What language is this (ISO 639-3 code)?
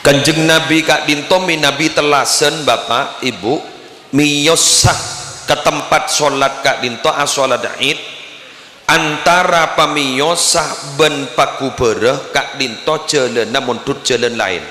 mad